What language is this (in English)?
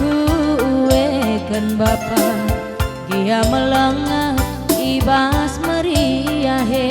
Batak Karo